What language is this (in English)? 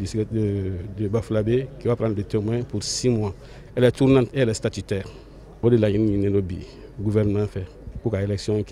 Bambara